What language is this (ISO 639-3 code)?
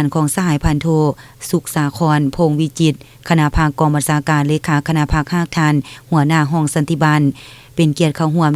lao